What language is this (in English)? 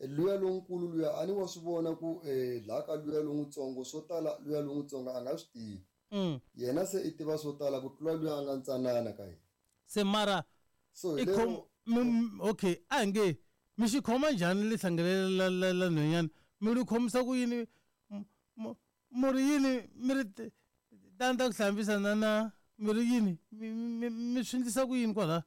Tsonga